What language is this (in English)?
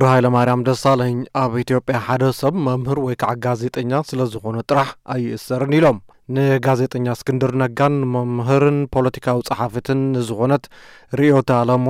Tigrinya